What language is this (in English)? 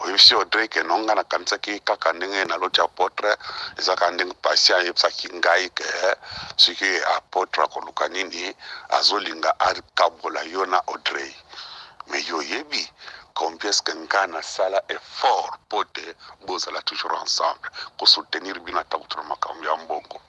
Lingala